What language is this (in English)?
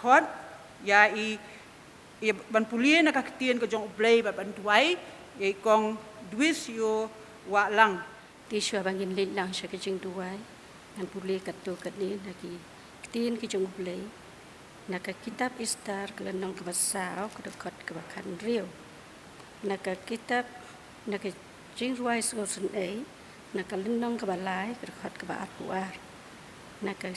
Khasi